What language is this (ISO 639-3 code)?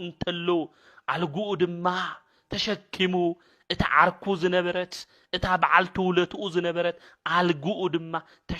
tir